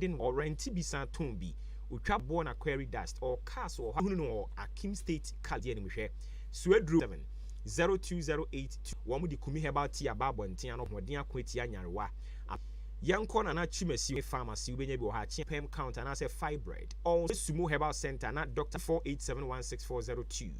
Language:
Akan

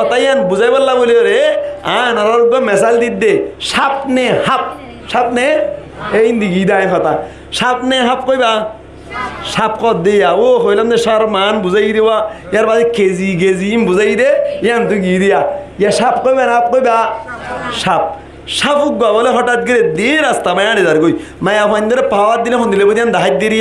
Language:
Rohingya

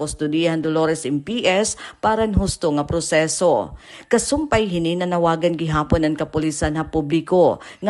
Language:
Waray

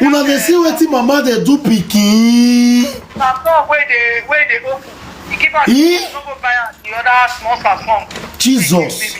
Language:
Nigerian Pidgin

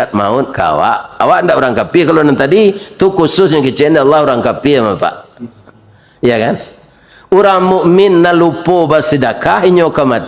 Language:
Minangkabau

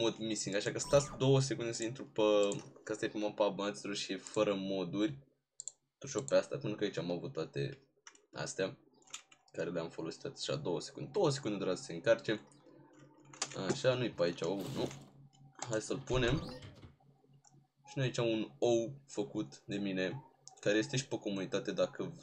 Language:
Romanian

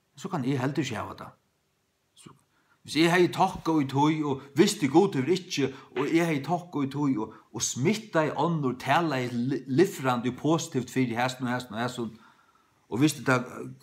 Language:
Faroese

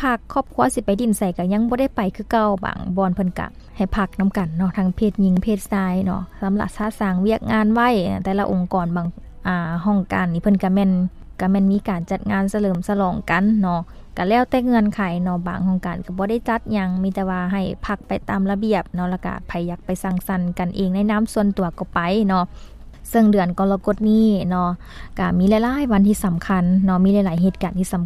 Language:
Lao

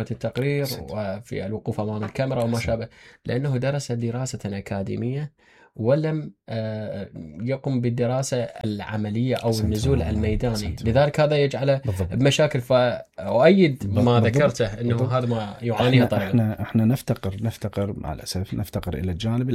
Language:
Mesopotamian Arabic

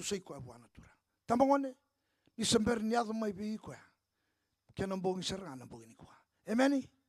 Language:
Fijian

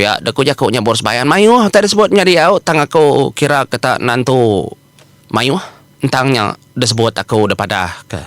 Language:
Iban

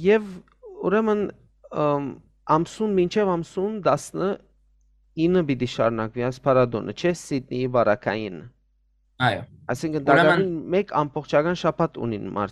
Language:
Western Armenian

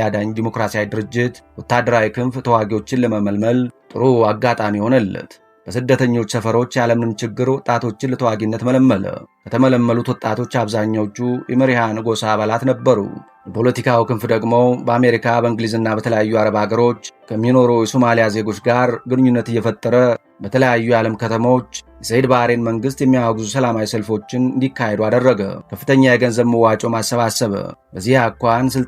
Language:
Amharic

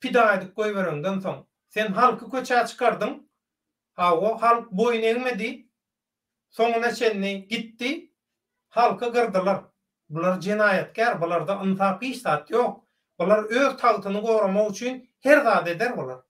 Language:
Turkmen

